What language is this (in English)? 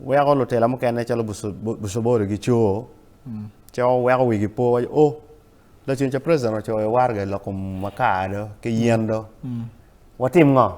Acoli